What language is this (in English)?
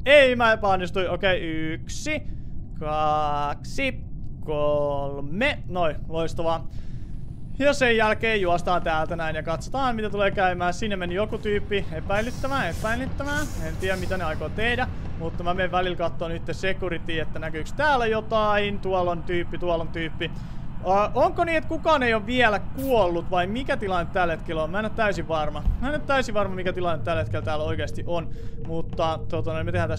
Finnish